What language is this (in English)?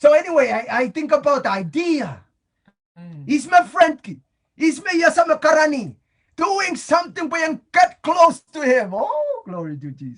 Pohnpeian